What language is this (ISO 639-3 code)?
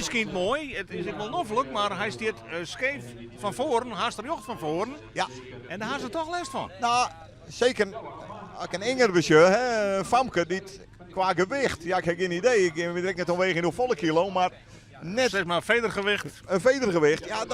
fry